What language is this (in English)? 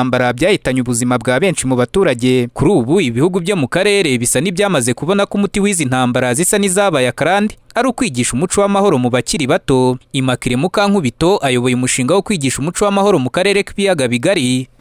Kinyarwanda